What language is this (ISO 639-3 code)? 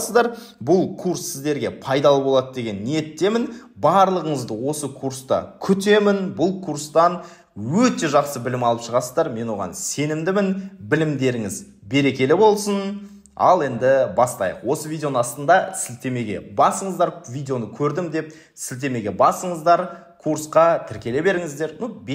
kaz